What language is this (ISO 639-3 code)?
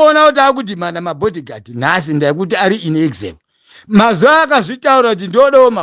sna